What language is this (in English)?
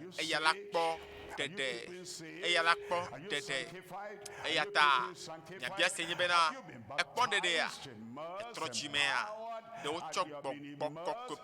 Ewe